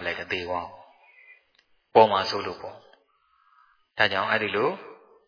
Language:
Burmese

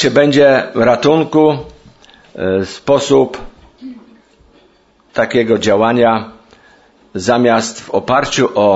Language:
Polish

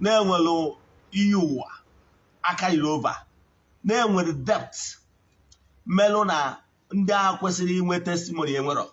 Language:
Igbo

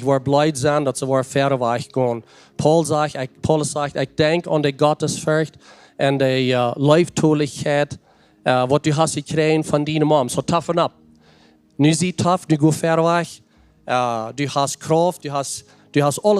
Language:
Plautdietsch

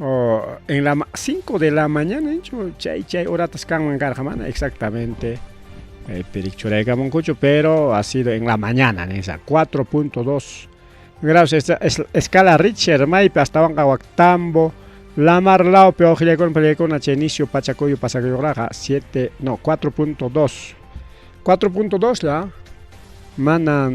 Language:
Ayacucho Quechua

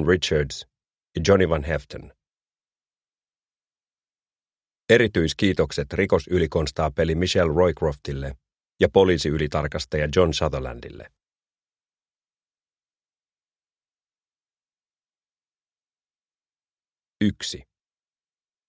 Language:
Finnish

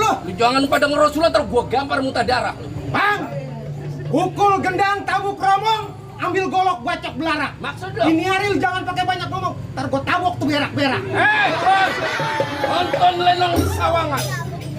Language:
Betawi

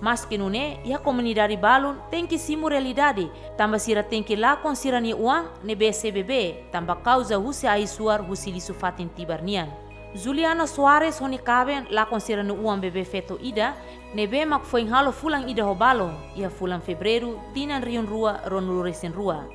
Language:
Tetum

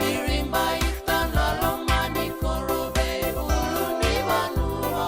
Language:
Fijian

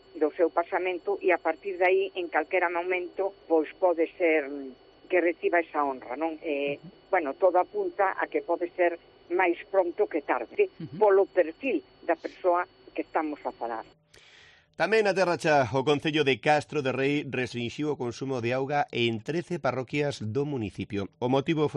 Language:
Galician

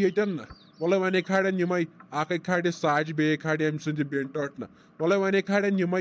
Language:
Kashmiri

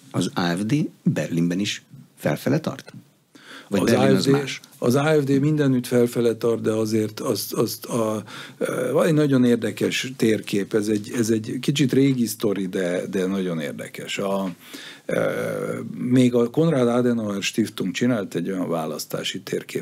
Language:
Hungarian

